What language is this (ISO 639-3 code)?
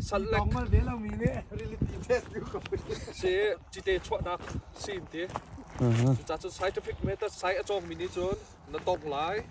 cnh